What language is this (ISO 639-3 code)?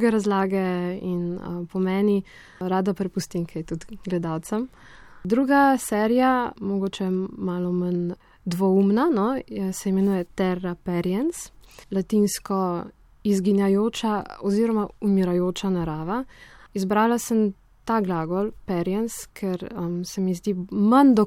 slv